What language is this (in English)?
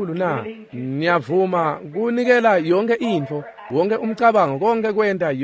Swati